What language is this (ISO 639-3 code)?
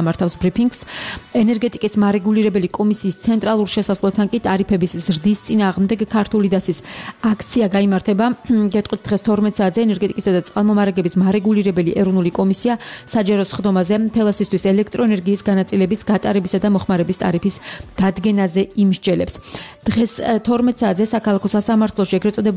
kat